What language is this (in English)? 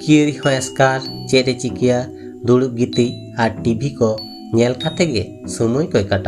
Santali